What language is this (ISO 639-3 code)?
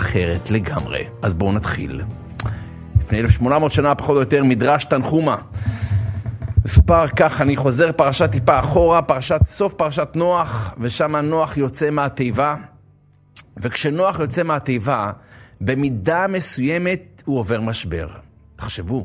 heb